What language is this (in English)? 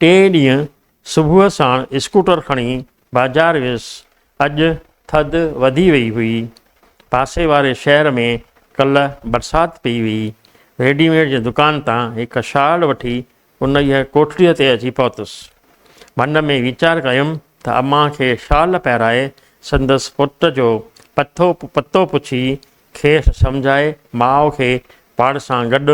Sindhi